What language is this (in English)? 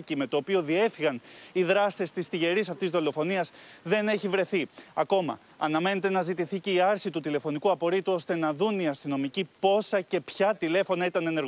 Greek